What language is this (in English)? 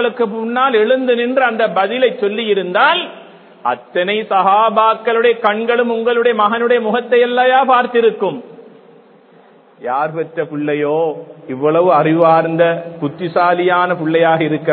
Tamil